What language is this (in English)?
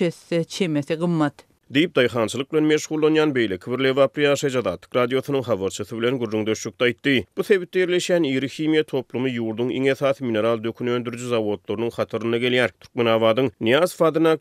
Turkmen